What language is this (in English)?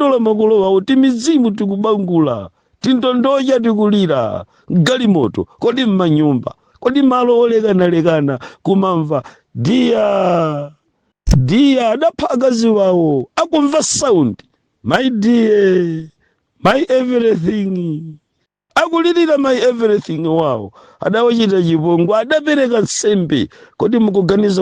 Nyanja